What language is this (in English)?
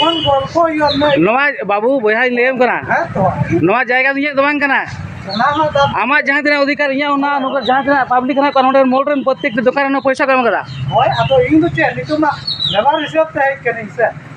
Santali